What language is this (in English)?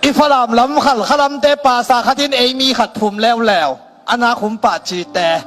Tedim Chin